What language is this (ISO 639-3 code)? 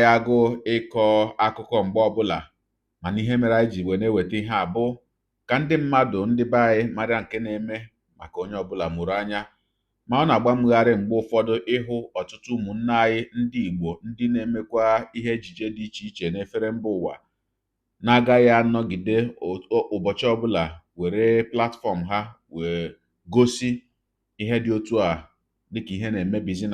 ibo